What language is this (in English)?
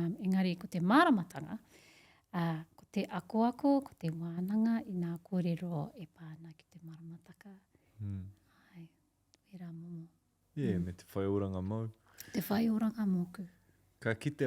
Māori